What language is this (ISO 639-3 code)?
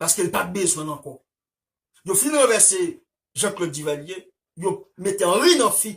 hat